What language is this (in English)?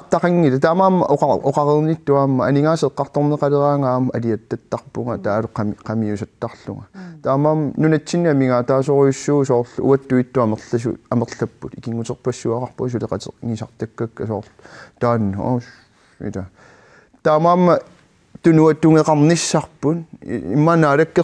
Kalaallisut